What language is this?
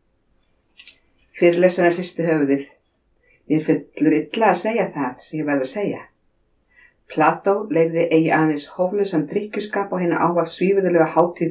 Icelandic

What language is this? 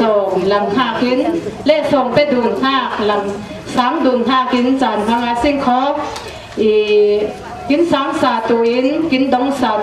Falam Chin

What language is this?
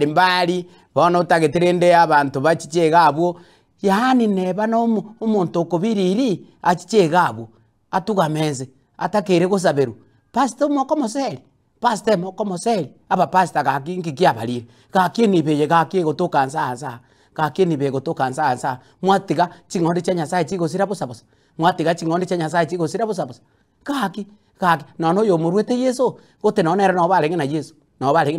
Gusii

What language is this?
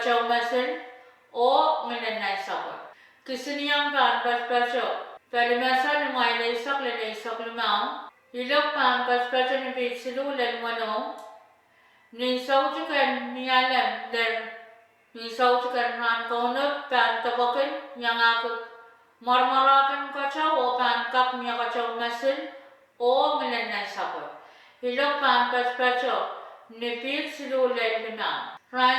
Pohnpeian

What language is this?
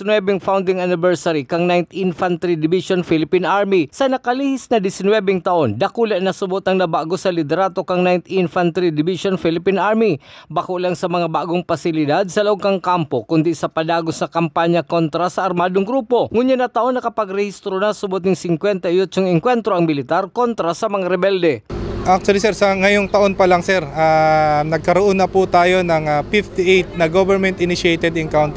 Bikol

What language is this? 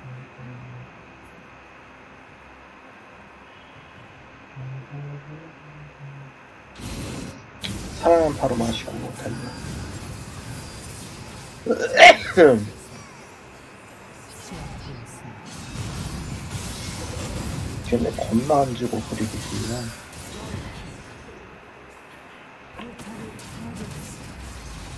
Korean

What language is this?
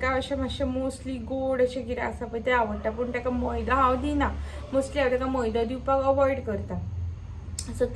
Konkani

